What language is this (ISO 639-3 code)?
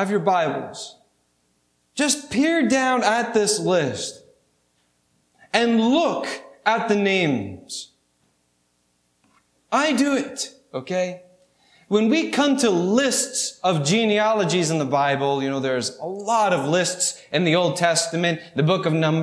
eng